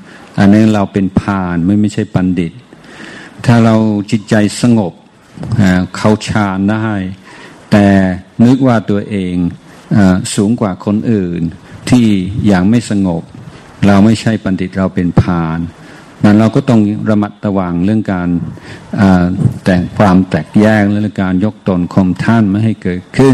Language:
Thai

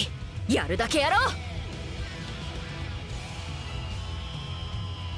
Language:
Japanese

